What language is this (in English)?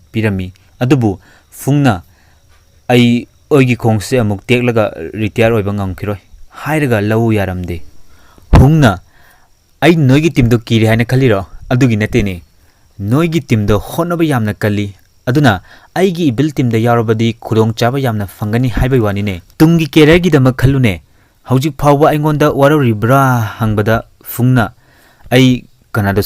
Manipuri